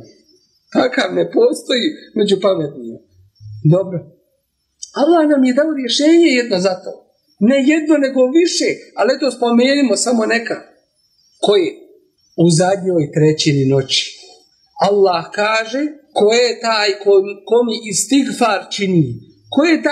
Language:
Bosnian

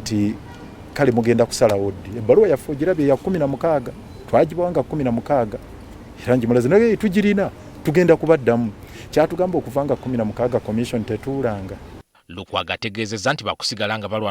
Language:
Ganda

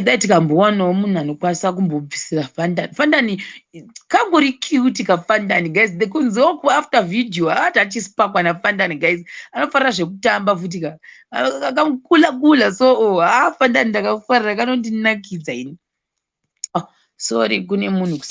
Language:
Shona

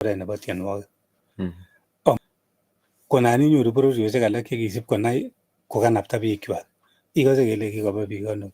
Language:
Kalenjin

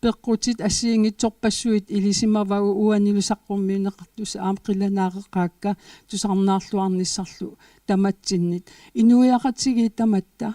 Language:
Kalaallisut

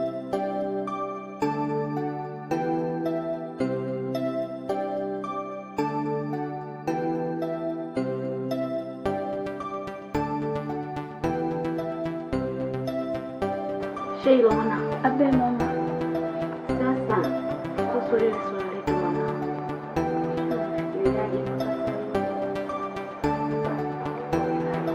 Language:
Swahili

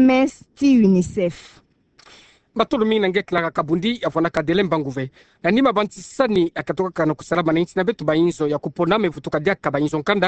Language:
Kituba (Democratic Republic of Congo)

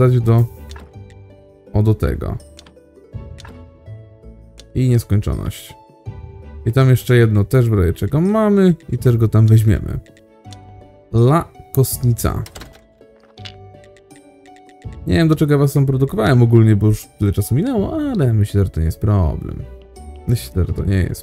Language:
Polish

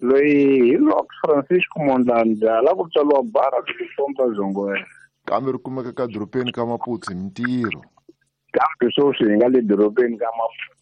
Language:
Tsonga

